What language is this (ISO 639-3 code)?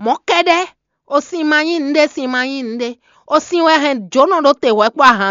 fon